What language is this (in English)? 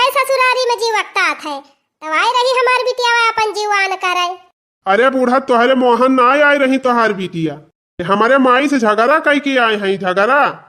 Awadhi